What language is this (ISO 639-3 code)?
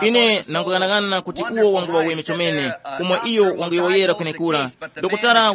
tum